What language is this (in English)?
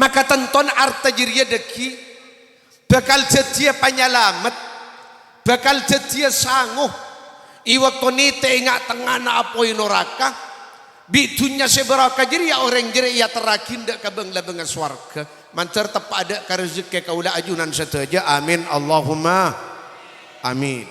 Madurese